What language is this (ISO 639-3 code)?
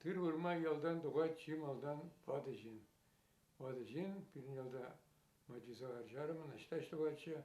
chv